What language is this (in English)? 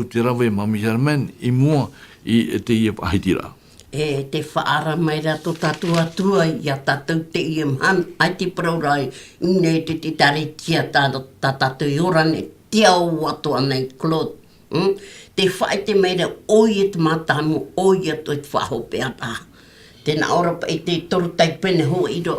Tahitian